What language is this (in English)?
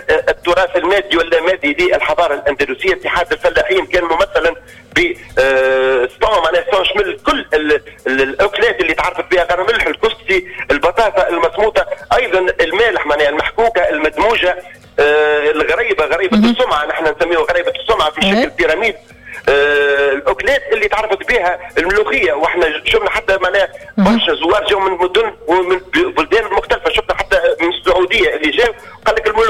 Tunisian Arabic